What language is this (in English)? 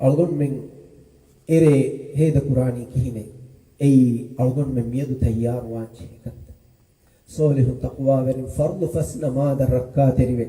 Divehi